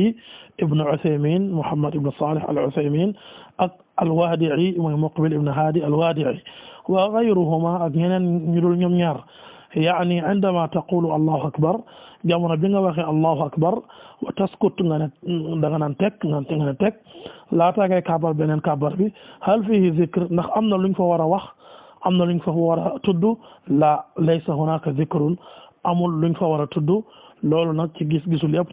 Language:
Wolof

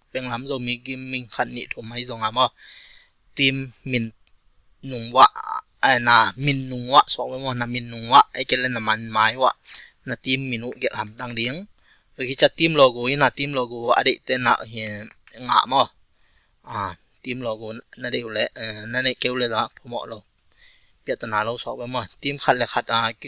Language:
Tedim Chin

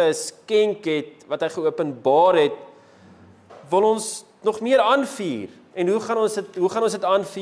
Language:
Afrikaans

